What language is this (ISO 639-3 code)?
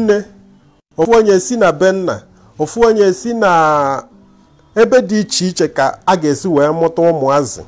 ibo